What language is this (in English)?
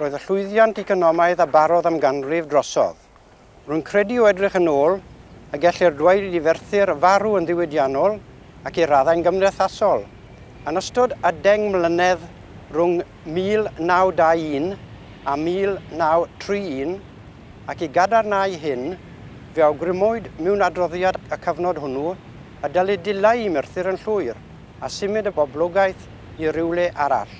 Welsh